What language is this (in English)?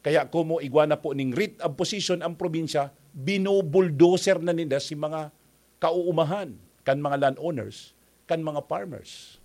Bikol